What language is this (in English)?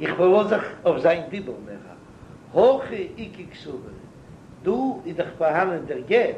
Yiddish